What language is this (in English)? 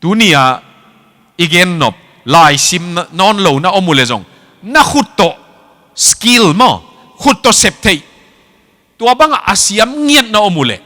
Tedim Chin